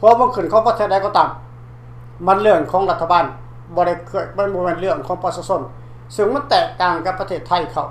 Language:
Lao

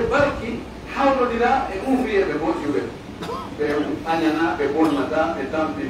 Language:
Pular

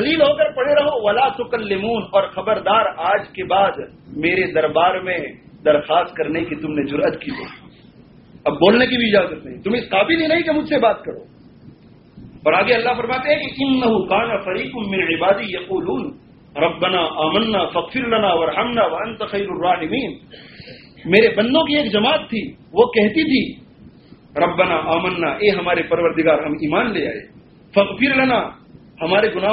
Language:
Urdu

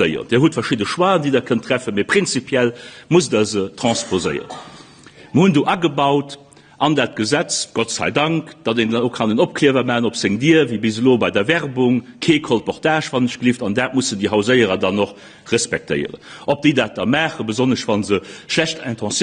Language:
Luxembourgish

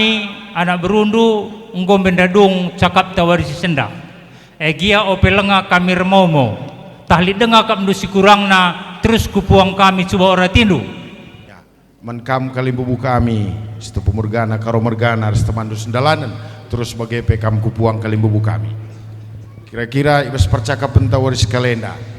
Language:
Batak Karo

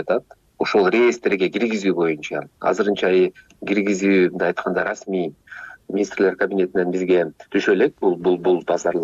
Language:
Kyrgyz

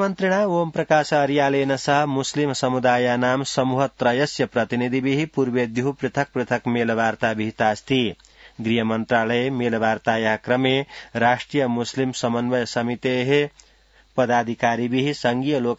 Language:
Sanskrit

